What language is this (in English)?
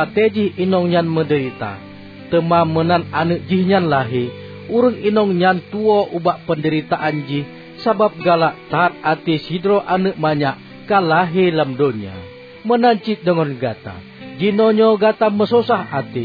Achinese